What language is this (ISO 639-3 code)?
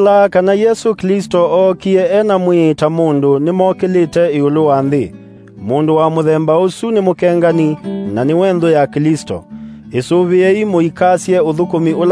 kam